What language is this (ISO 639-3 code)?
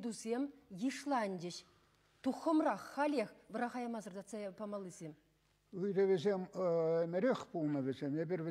chv